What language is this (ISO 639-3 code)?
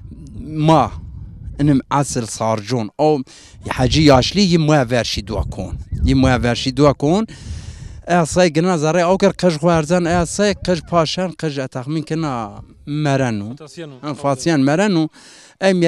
zza